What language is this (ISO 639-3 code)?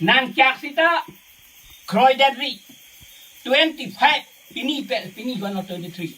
mjw